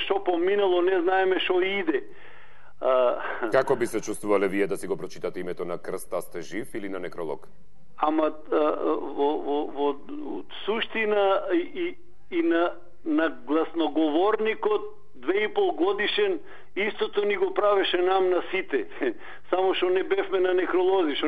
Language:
Macedonian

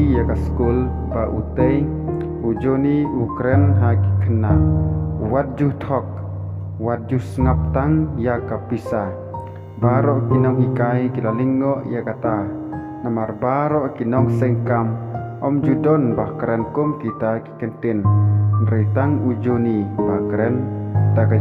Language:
Khasi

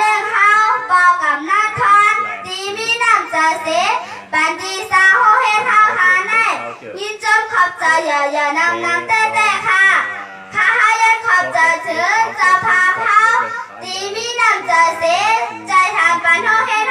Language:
Shan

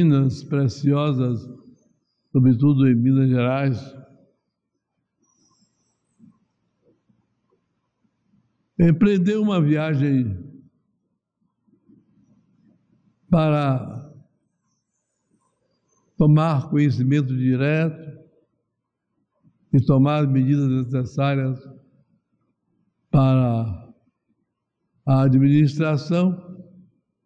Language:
Portuguese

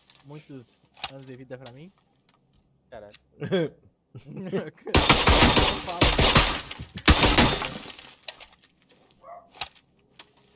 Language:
Portuguese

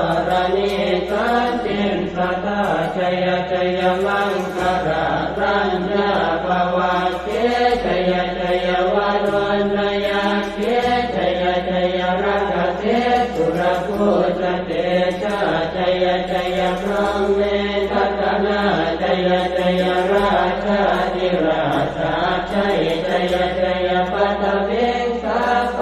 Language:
Pali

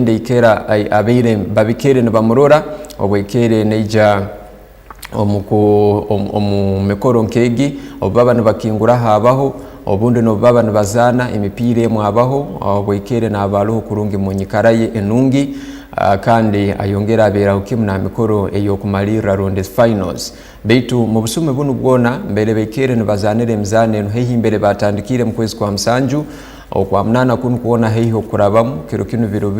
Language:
Tooro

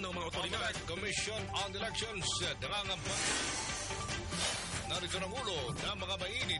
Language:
Cebuano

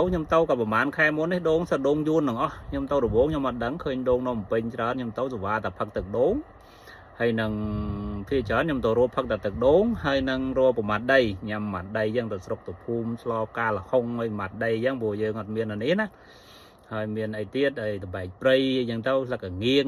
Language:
Khmer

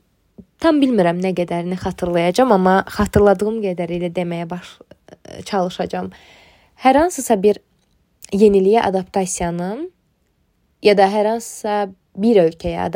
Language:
Azerbaijani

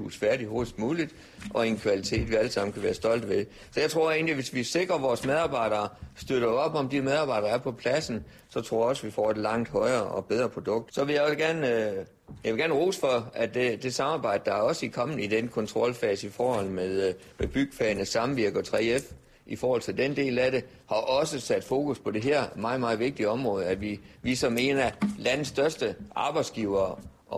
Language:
Danish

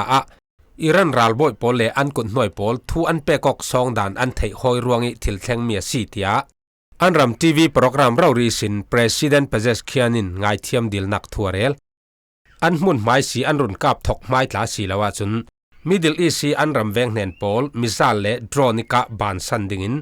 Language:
Falam Chin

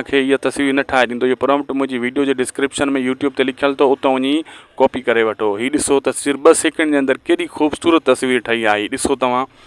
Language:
Sindhi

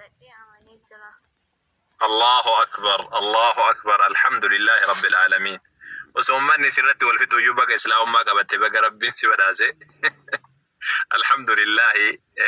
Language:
Oromo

